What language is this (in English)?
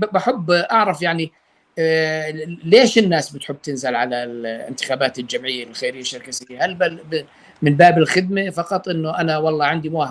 North Levantine Arabic